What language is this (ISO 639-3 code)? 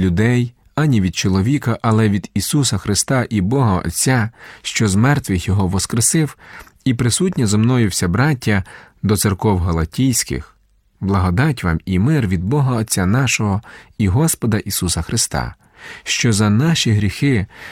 ukr